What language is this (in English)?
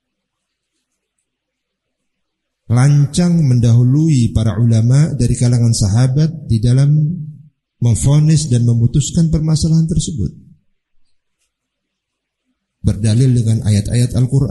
Indonesian